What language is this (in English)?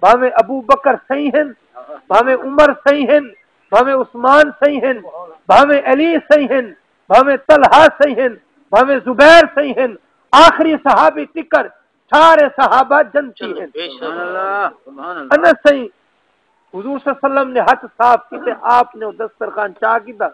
Saraiki